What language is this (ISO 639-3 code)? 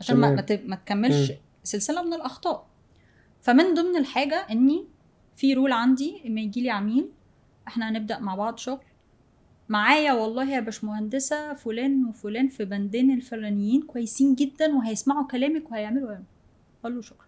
arz